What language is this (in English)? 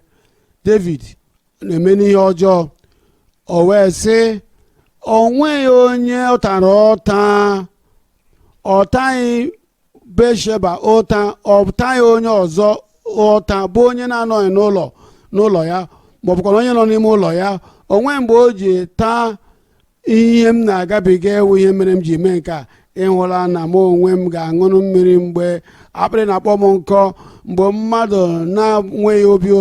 Igbo